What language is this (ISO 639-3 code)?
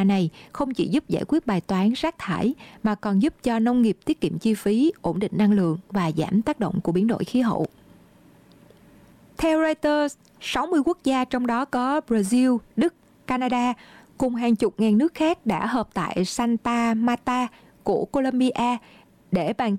vie